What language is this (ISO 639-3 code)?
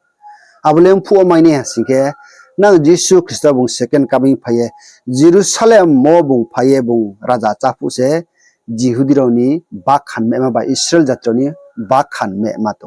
ria